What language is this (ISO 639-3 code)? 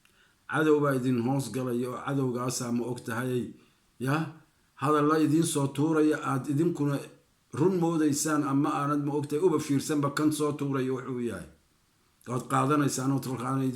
som